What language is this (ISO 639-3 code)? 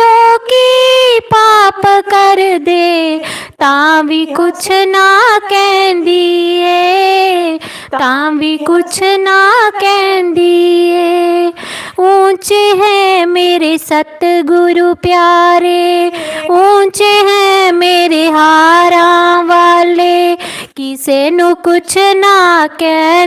doi